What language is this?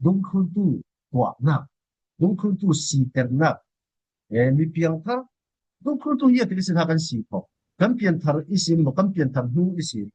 Falam Chin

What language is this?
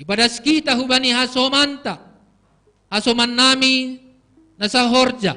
Batak Simalungun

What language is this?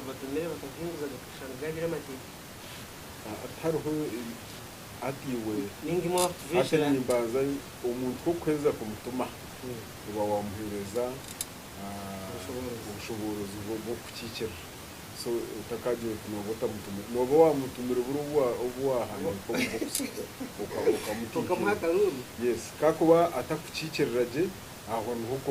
Nyankole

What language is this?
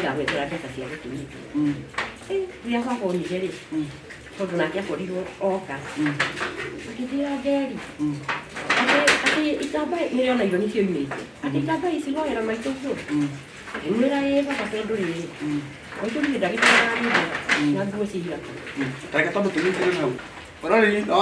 Kikuyu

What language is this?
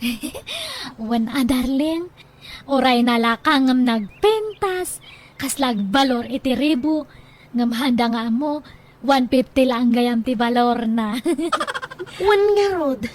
Iloko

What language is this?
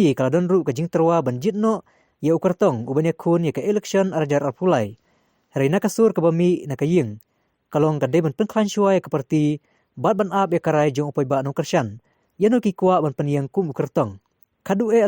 Khasi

